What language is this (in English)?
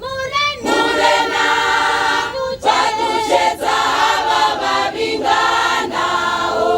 Venda